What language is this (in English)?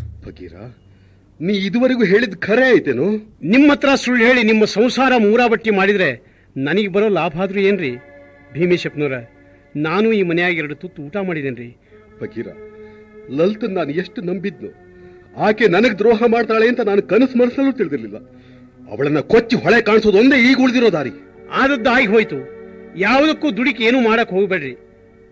Kannada